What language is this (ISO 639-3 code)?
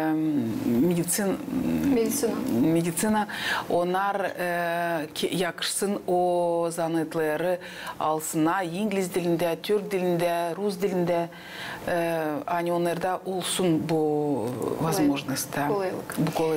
gag